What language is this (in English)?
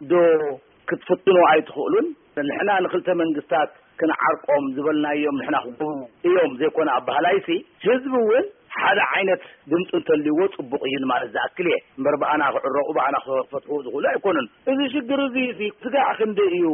Tigrinya